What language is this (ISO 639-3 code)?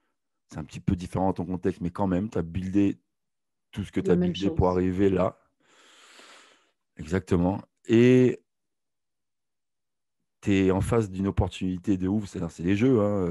fra